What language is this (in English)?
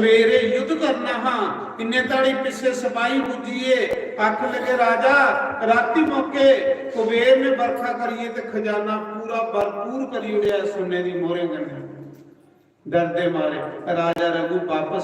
Dogri